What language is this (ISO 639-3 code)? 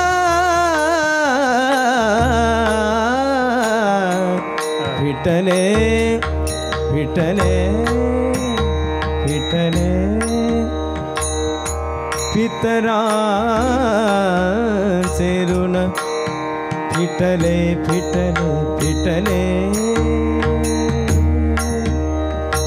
mar